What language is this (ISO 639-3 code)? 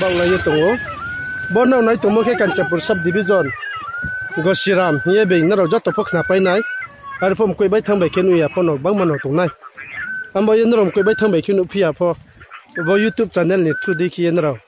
ria